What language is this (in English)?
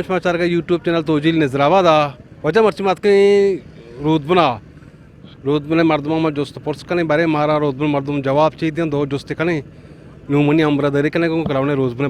Eastern Balochi